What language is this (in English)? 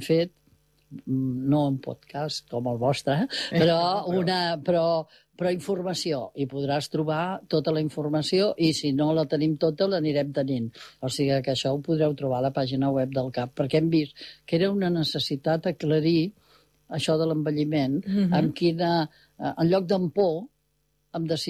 Catalan